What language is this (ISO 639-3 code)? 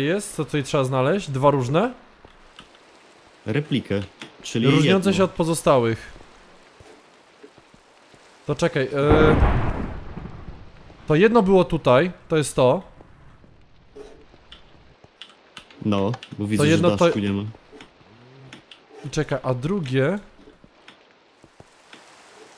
pol